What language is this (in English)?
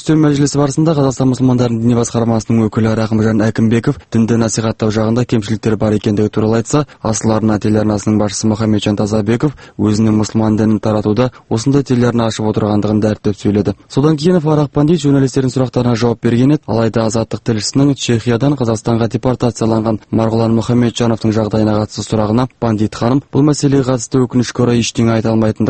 Kazakh